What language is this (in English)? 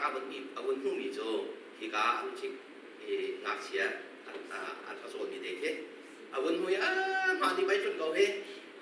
Hakha Chin